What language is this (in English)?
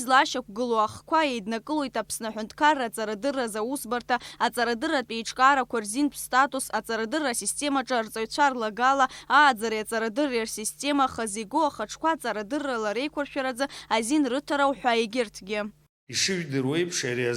Abkhazian